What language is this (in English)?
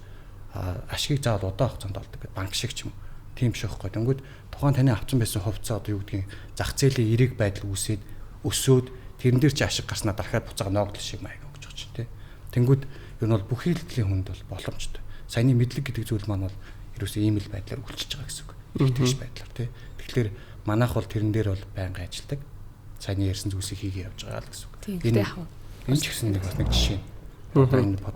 Mongolian